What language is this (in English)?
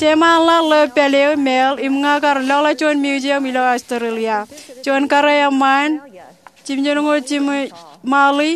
Marshallese